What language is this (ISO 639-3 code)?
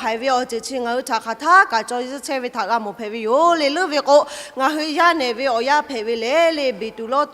lhu